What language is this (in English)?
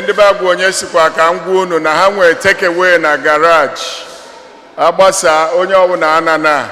Igbo